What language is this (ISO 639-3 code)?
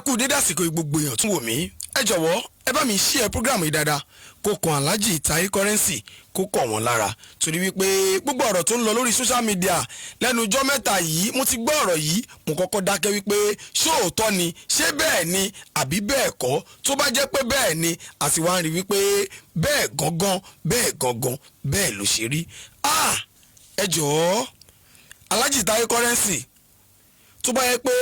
yor